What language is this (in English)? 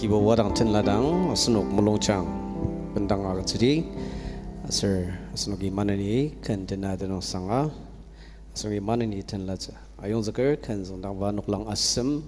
Ao Naga